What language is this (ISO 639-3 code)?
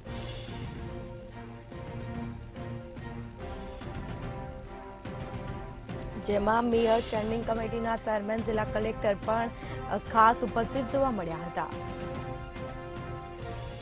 guj